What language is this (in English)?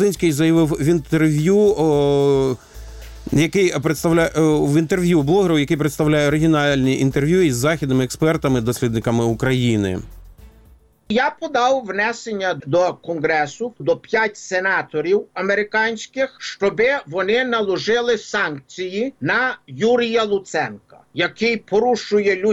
Ukrainian